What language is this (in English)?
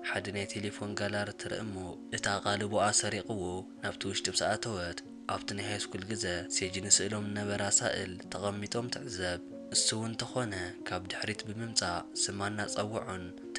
Tigrinya